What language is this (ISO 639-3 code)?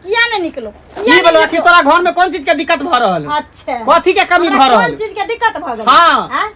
mai